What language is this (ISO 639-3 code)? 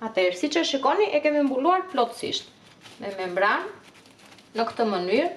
sqi